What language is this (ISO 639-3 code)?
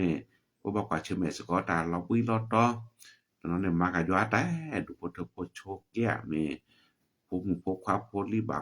ksw